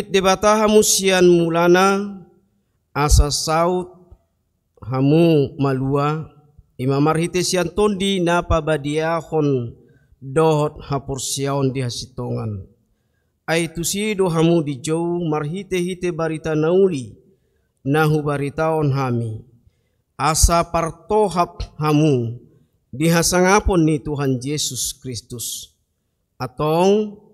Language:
Batak Toba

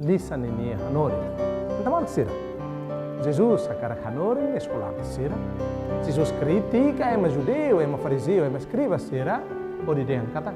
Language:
Tetum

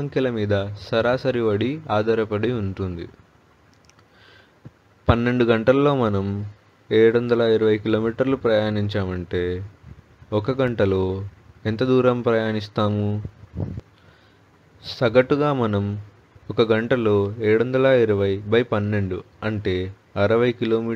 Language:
Telugu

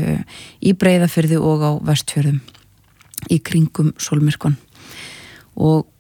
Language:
Icelandic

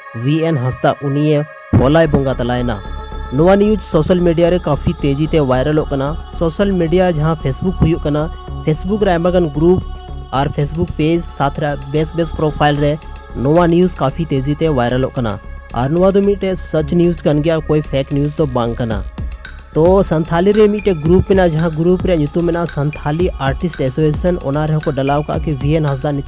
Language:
Santali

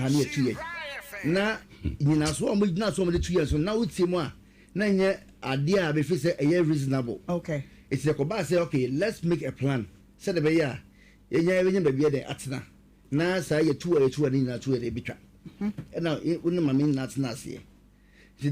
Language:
Akan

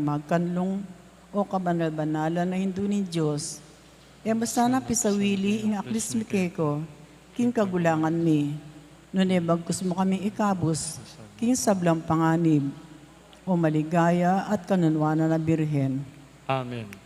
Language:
Pampanga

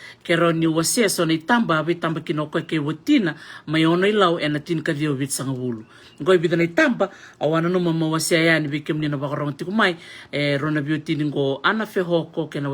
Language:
Fijian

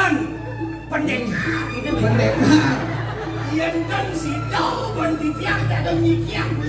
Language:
Balinese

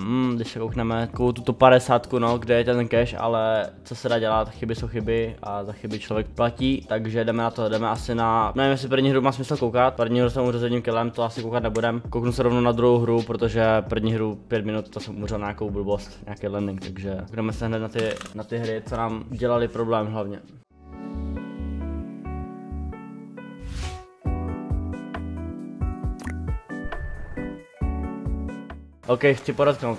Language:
Czech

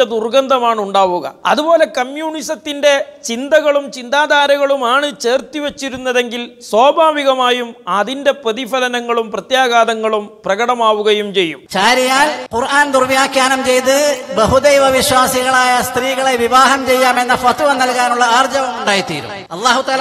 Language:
Malayalam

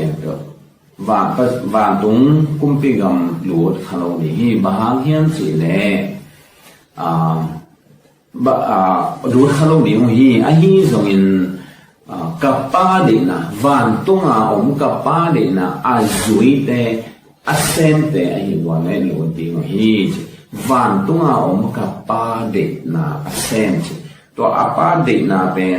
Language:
Tedim Chin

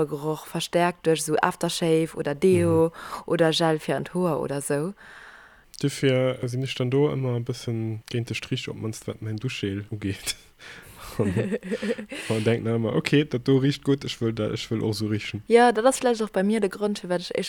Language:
Luxembourgish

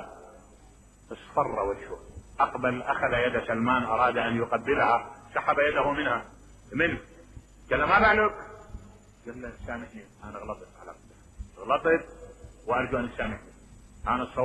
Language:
Mesopotamian Arabic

